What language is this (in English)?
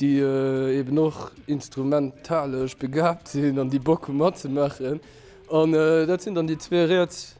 Luxembourgish